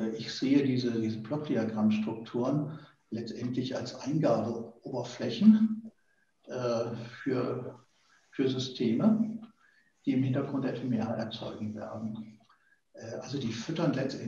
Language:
German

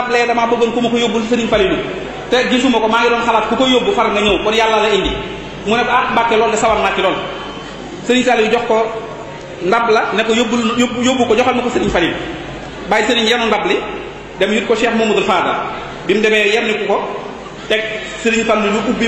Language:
Wolof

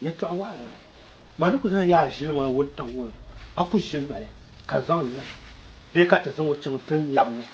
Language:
Dagbani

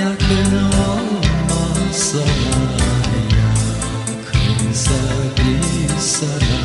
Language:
Gagauz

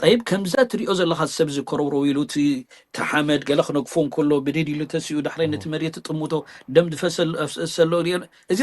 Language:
Tigrinya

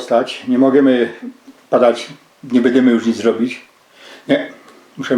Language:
Silesian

